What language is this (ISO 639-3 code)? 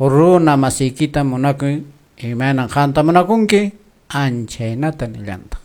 que